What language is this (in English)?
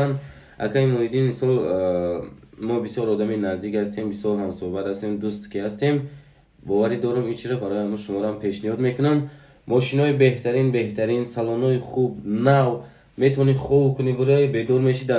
Tajik